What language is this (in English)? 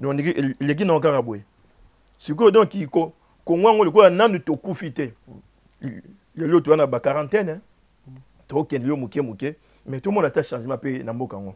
Lingala